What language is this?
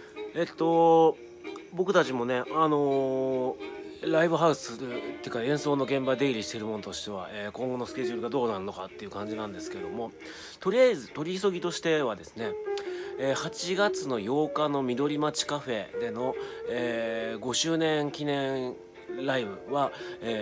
Japanese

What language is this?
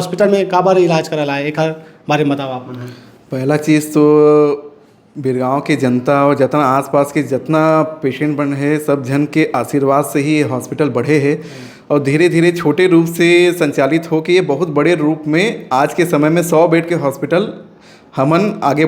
Chhattisgarhi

